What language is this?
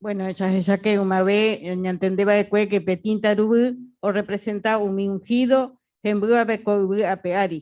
Guarani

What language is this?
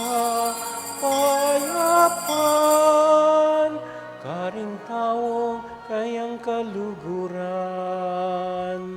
Pampanga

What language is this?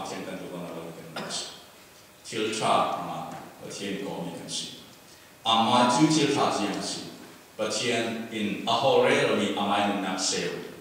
Falam Chin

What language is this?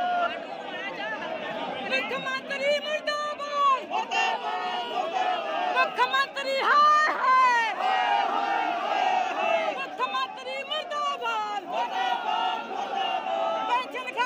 Punjabi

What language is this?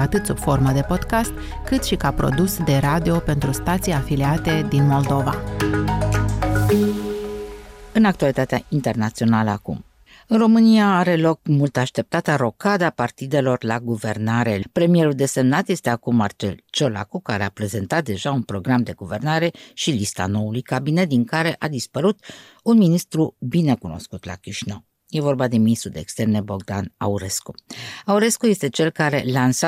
Romanian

